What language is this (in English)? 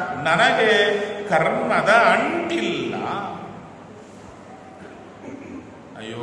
Kannada